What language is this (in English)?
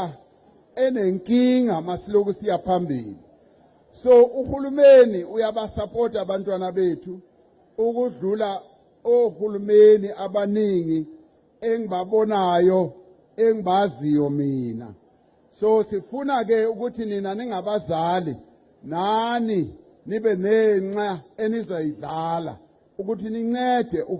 Zulu